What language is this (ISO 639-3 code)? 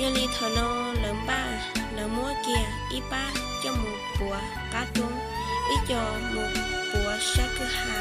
hmn